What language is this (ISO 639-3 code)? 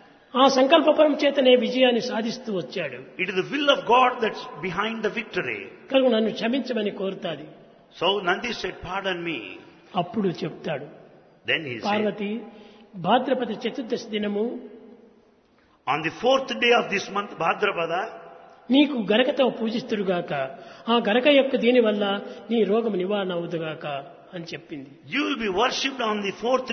tel